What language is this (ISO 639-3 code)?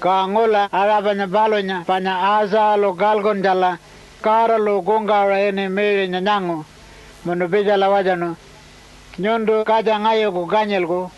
pjt